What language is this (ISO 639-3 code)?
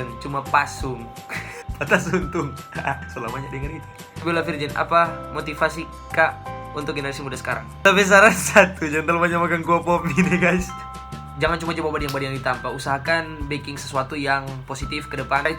xmm